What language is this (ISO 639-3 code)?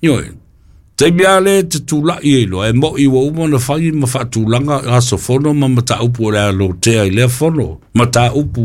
smo